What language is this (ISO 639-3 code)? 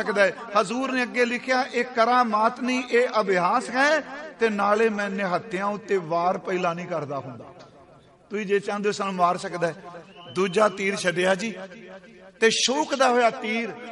pan